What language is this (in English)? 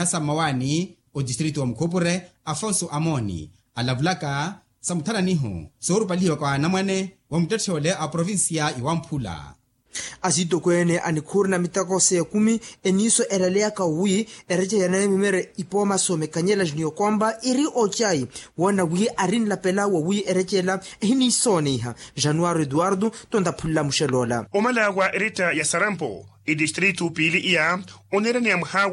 Makhuwa